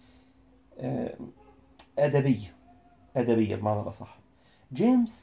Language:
Egyptian Arabic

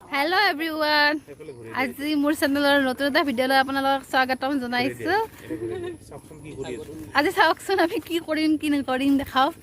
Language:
Assamese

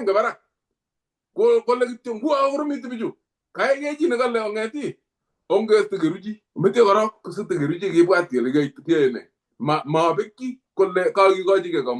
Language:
Kalenjin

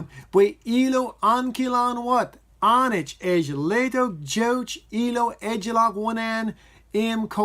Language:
Marshallese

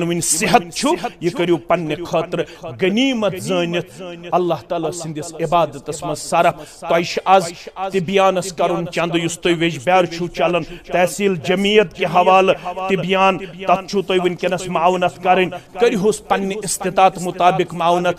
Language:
Kashmiri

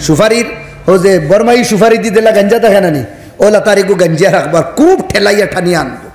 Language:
Sylheti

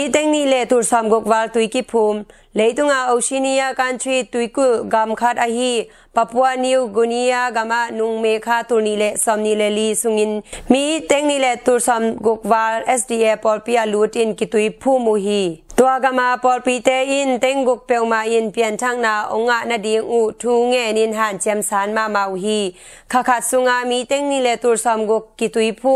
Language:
Tedim Chin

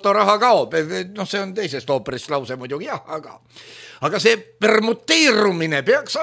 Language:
Estonian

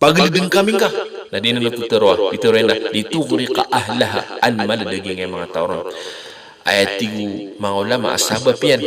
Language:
Maranao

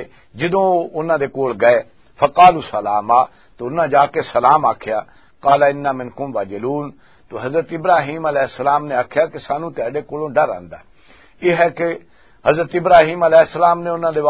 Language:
Western Panjabi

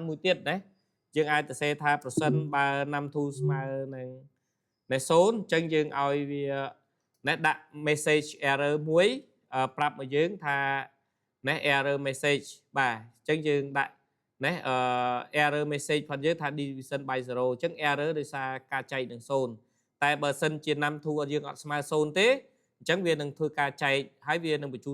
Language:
Khmer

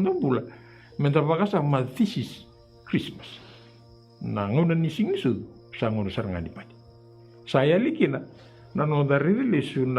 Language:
Fijian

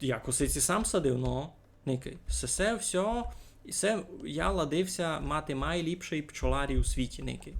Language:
Rusyn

